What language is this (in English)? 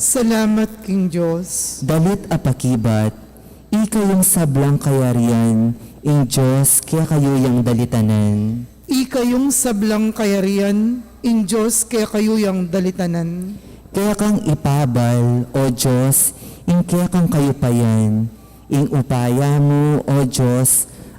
Pampanga